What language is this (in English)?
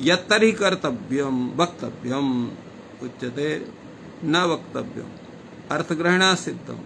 Sanskrit